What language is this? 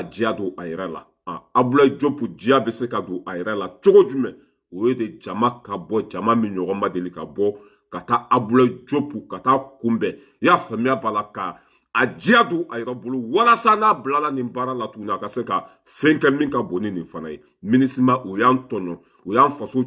Bambara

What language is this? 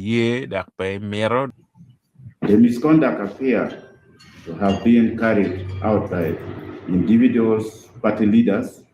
Acoli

